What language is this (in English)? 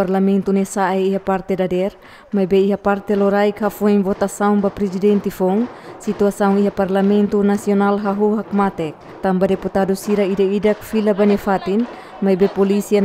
Tetum